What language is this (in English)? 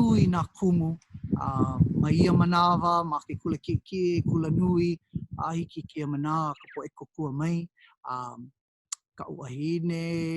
Hawaiian